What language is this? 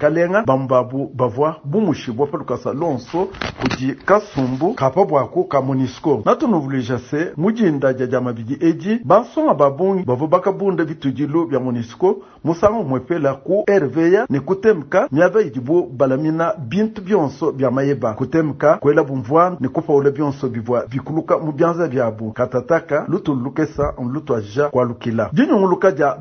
Luba-Lulua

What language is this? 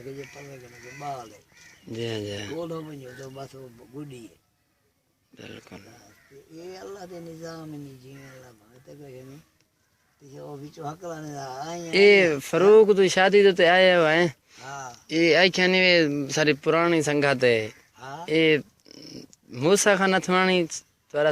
Saraiki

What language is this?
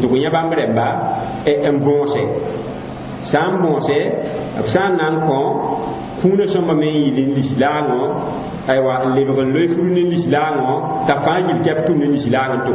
Mossi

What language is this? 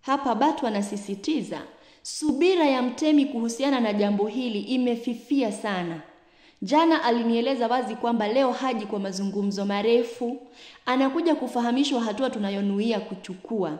Swahili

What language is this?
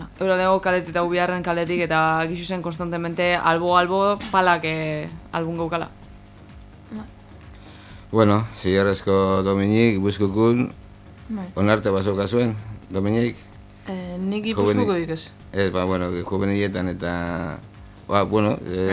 Basque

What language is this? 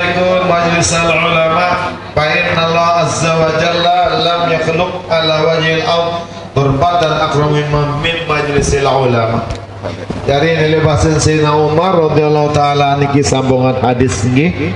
Sasak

